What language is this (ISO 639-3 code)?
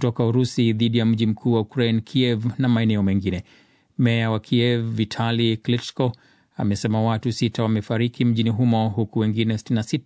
swa